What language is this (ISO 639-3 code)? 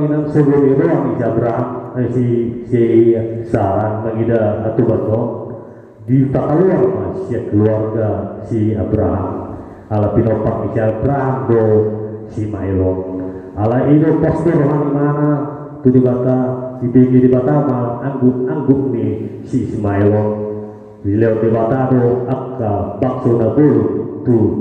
bbc